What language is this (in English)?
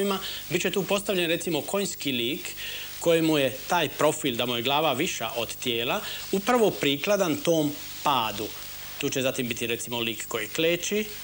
Croatian